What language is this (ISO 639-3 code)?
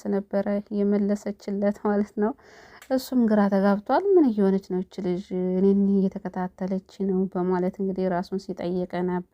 amh